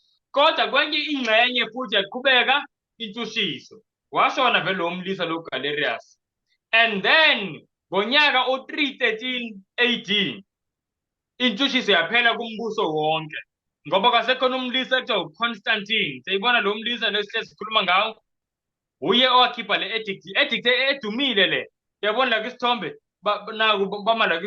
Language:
Zulu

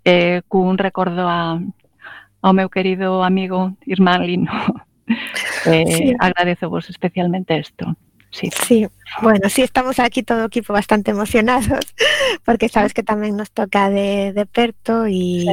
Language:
Galician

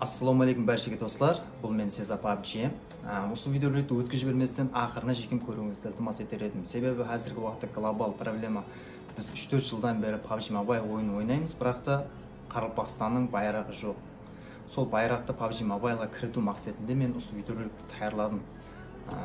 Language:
Kara-Kalpak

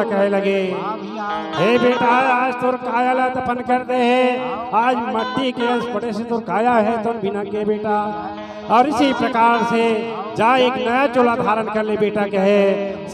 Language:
Chhattisgarhi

